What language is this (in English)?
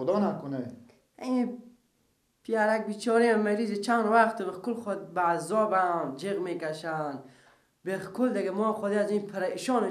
Persian